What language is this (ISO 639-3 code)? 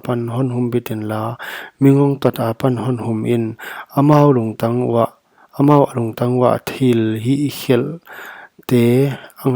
pck